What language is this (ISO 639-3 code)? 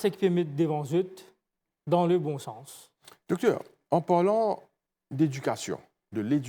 mfe